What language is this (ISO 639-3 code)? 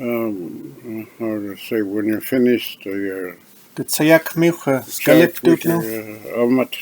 nux